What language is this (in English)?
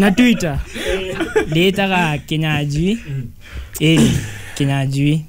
Kikuyu